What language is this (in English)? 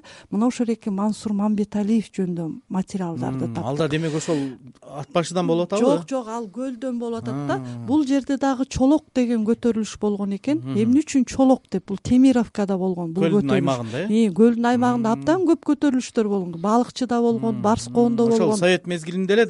Kyrgyz